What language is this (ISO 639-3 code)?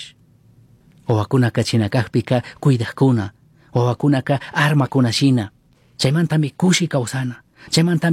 qug